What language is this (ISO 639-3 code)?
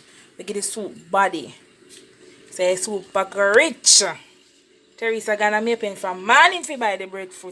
jam